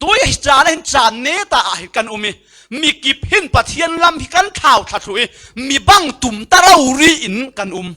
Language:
Falam Chin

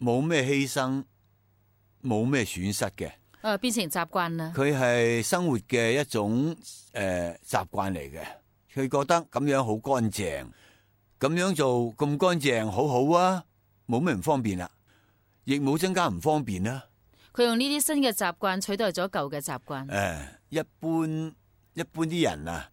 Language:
Cantonese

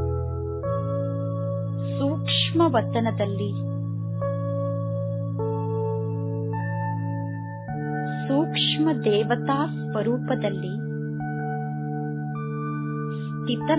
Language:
Kannada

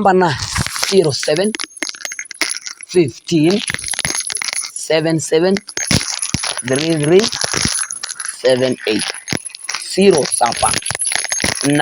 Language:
Masai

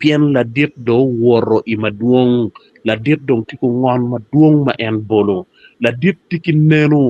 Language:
Acoli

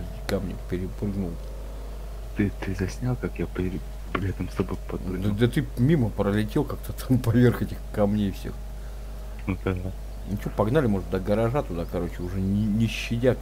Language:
Russian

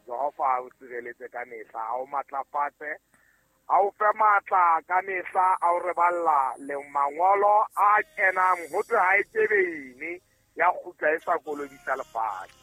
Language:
Southern Sotho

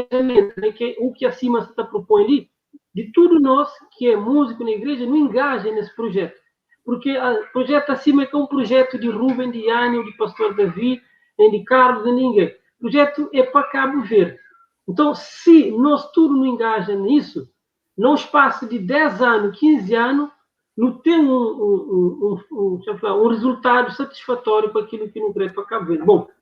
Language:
Kabuverdianu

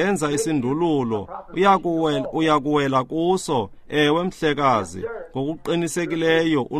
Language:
Xhosa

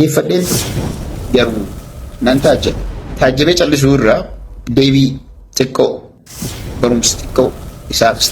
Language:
Oromo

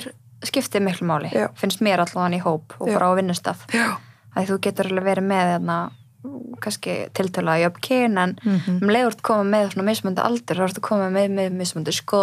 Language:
Icelandic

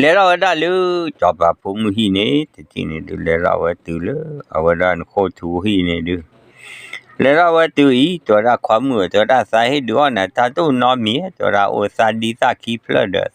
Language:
S'gaw Karen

